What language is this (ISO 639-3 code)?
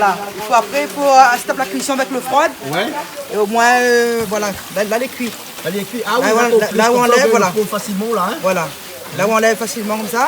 rcf